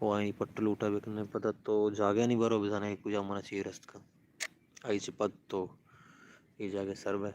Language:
Baluchi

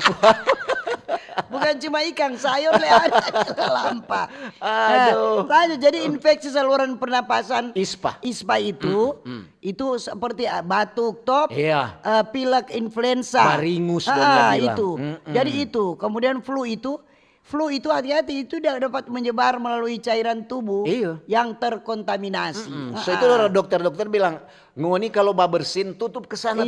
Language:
Manado Malay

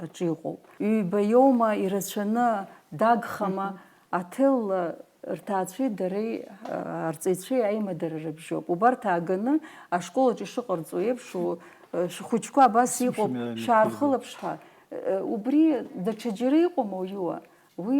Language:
Abkhazian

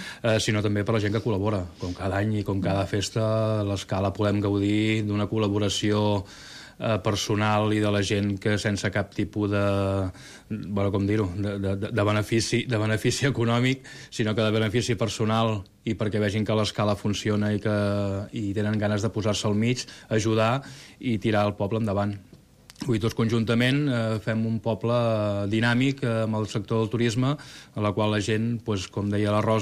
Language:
Catalan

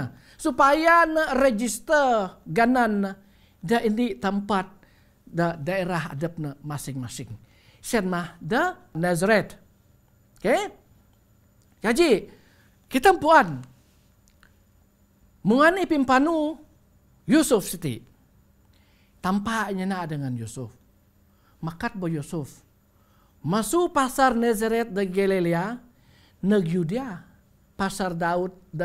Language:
Bukar-Sadung Bidayuh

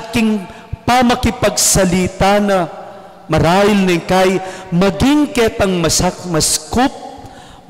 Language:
Pampanga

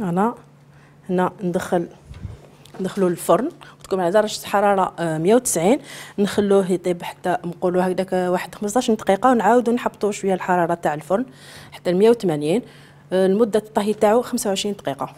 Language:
Algerian Arabic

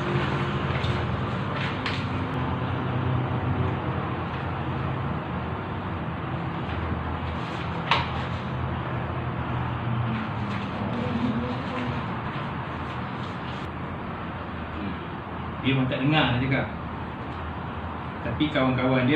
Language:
Malay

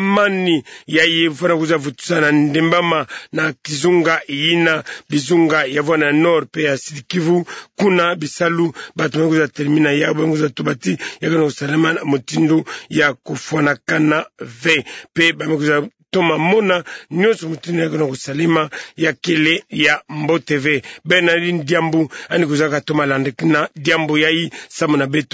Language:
Kituba (Democratic Republic of Congo)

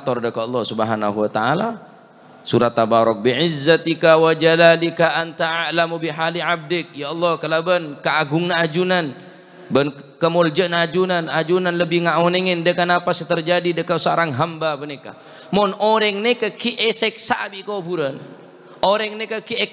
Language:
Madurese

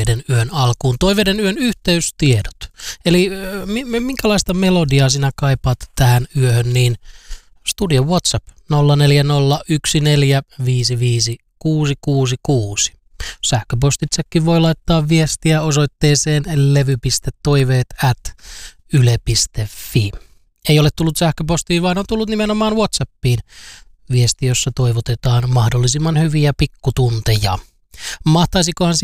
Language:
Finnish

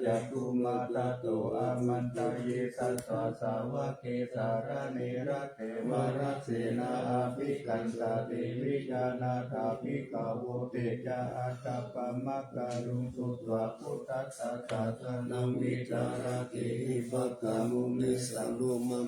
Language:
Pali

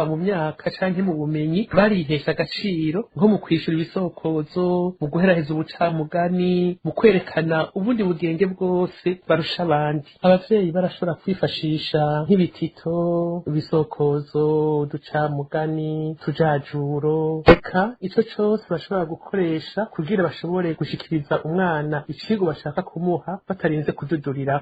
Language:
Rundi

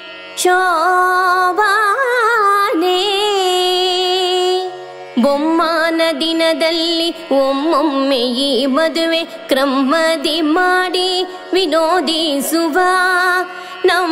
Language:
Kannada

